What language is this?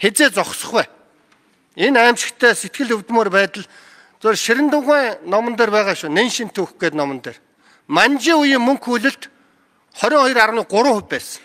Mongolian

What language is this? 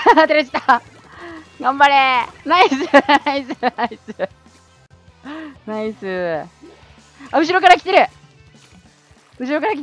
Japanese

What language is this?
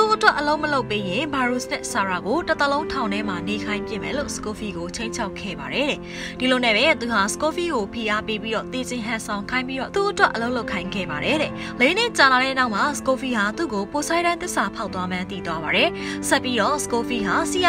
Burmese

